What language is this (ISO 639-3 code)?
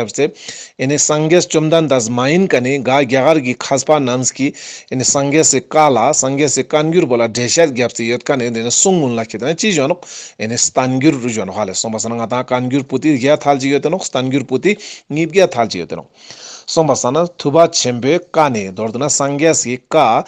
lbj